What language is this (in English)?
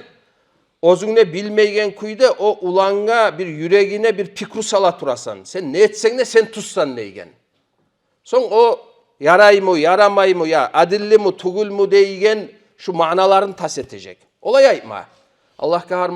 Kumyk